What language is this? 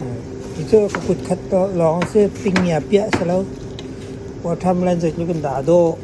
Hakha Chin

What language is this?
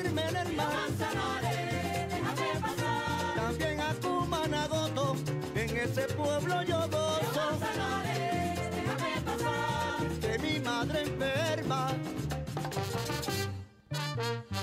Greek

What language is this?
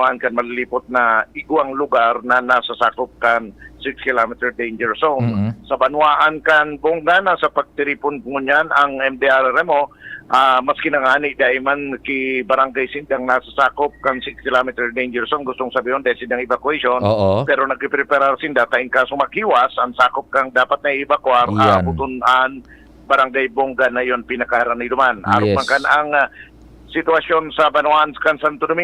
Bikol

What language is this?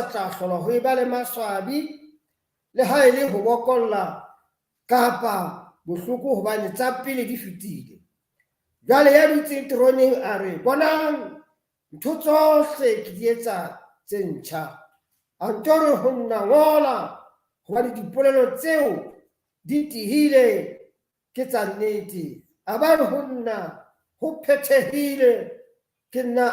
Southern Sotho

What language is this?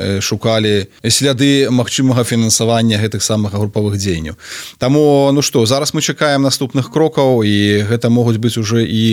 Belarusian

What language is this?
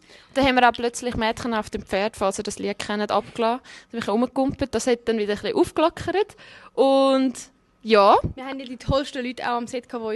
Swiss German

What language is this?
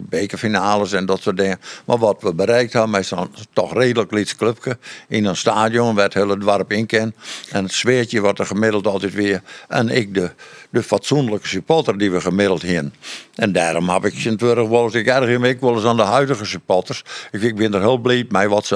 Western Frisian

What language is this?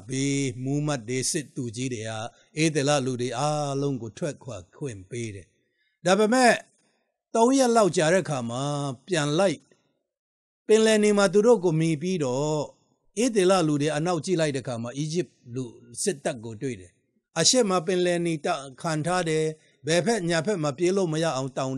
Burmese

